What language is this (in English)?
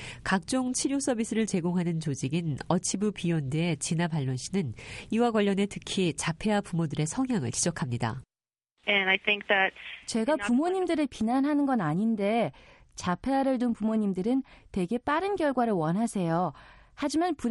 Korean